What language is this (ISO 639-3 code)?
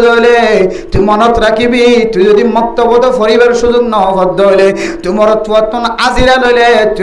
rhg